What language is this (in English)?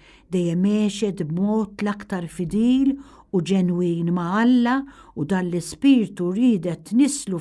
Maltese